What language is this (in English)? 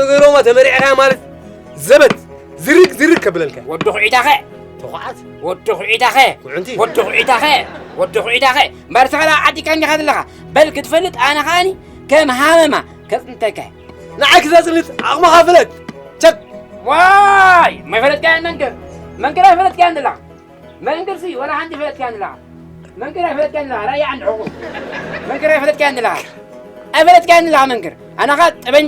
Tigrinya